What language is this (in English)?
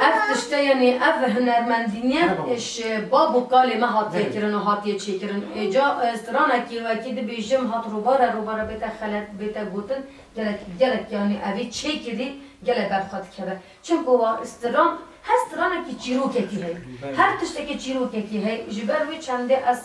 Kurdish